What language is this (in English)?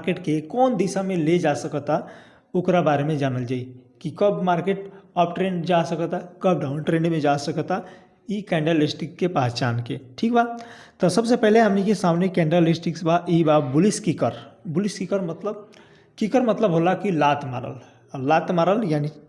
Bhojpuri